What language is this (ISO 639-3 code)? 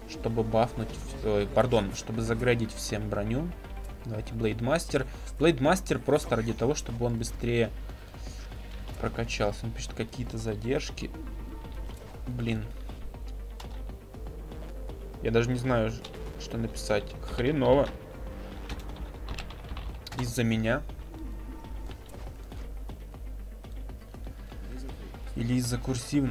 rus